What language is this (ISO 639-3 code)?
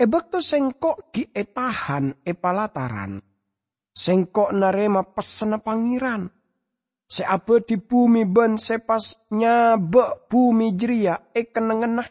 mad